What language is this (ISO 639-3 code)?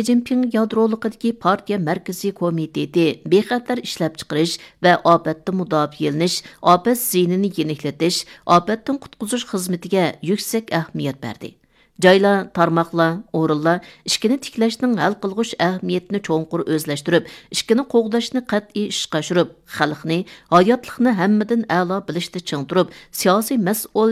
uig